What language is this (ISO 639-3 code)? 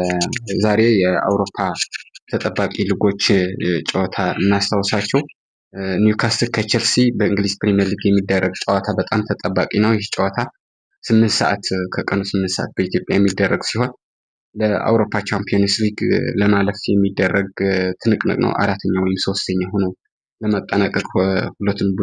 amh